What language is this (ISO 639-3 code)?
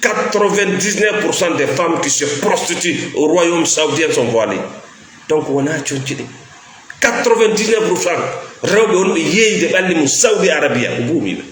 ful